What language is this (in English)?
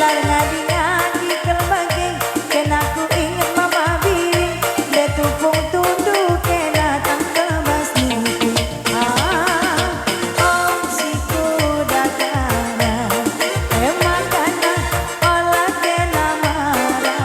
Batak Karo